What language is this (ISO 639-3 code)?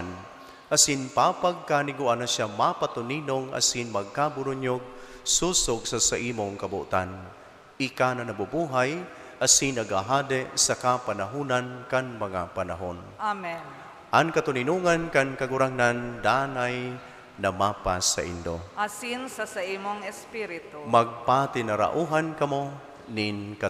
bik